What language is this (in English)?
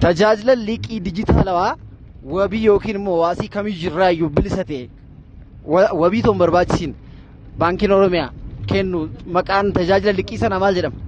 Oromo